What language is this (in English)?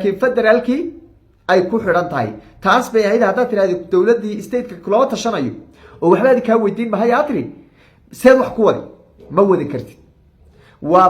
Somali